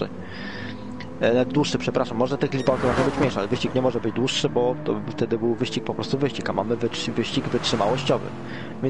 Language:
Polish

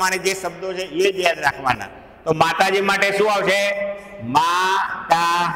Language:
Gujarati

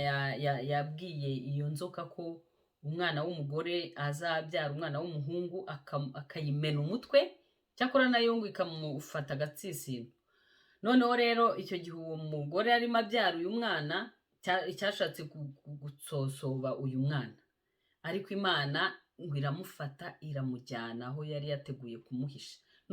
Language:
Kinyarwanda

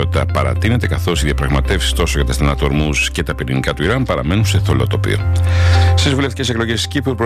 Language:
Greek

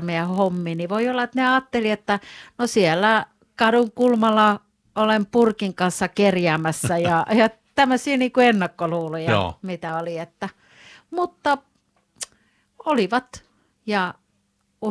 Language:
Finnish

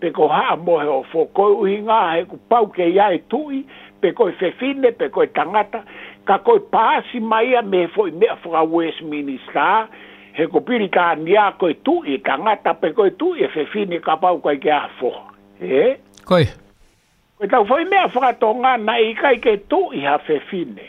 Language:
Tongan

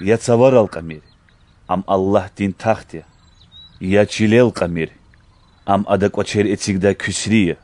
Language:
Lezghian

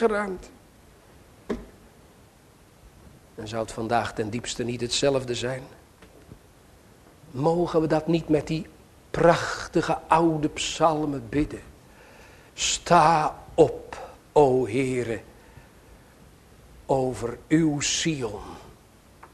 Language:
Dutch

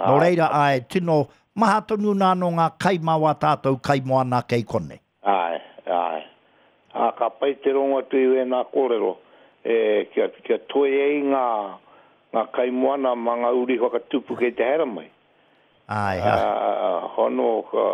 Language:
Māori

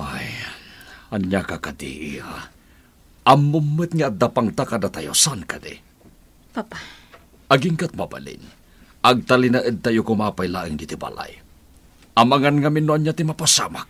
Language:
Iloko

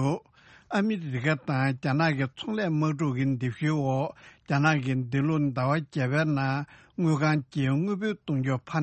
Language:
Tibetan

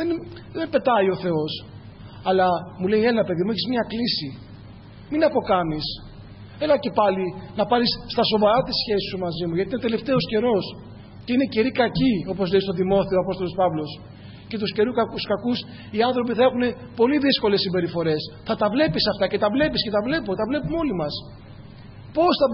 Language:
Greek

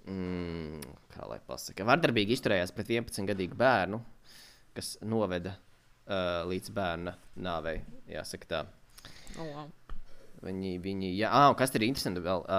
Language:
Latvian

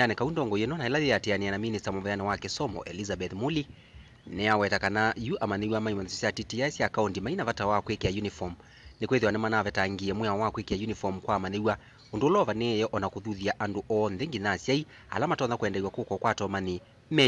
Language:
Kamba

